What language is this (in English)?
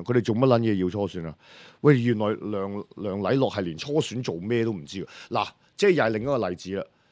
Cantonese